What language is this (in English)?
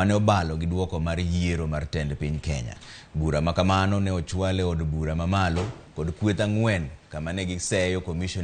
Luo (Kenya and Tanzania)